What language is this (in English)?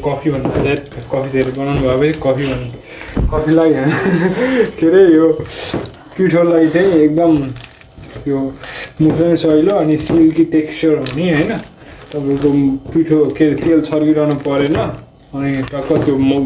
Nepali